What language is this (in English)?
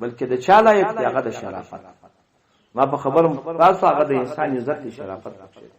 Pashto